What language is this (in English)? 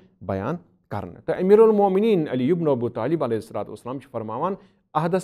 Kashmiri